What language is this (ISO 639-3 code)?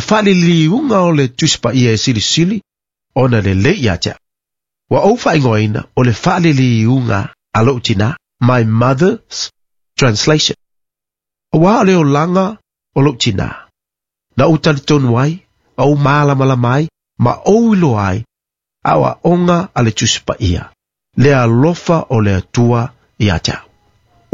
smo